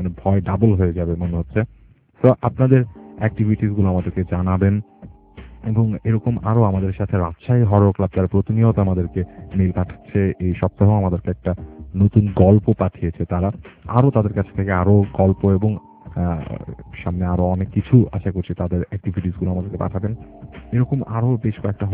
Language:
Bangla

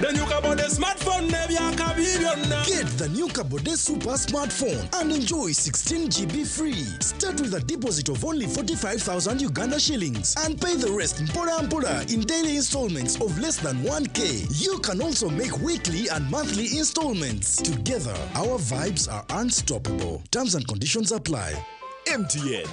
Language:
Nyankole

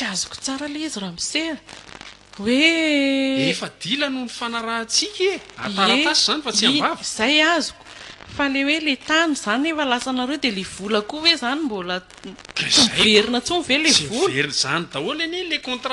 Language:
Malagasy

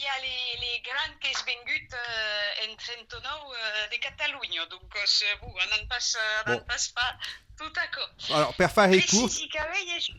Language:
Occitan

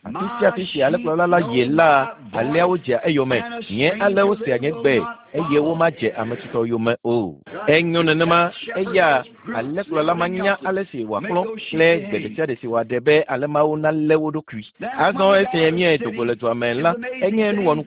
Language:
Ewe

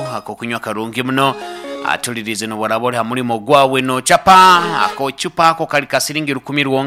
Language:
Nyoro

